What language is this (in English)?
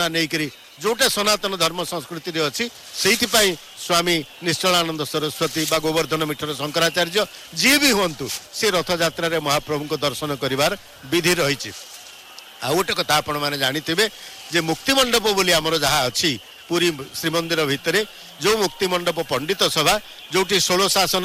Odia